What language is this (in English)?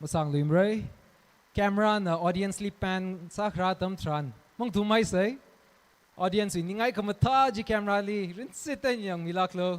Tangkhul Naga (India)